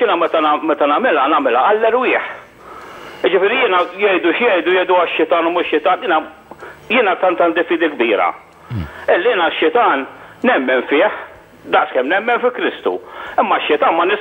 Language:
Maltese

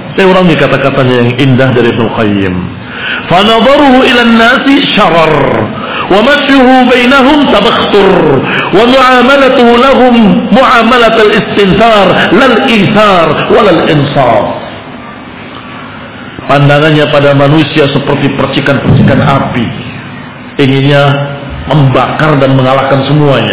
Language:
Indonesian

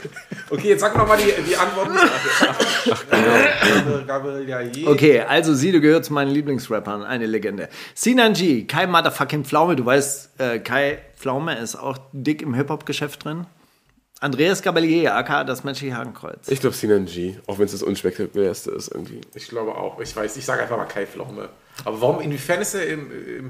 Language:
German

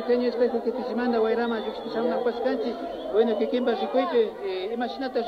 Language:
Imbabura Highland Quichua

